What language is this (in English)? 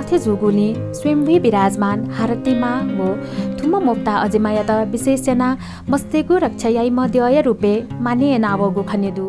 Newari